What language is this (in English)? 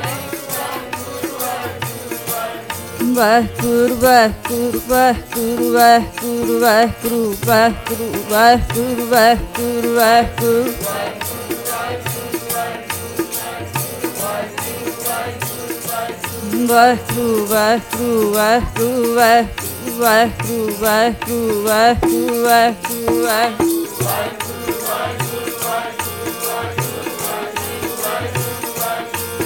Punjabi